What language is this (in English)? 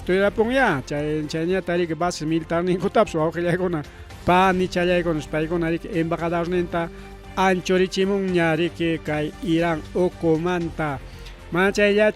Ayacucho Quechua